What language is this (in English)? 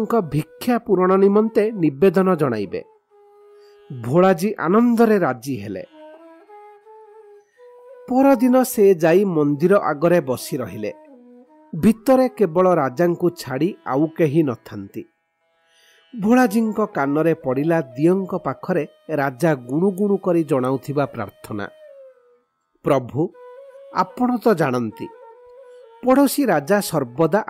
Odia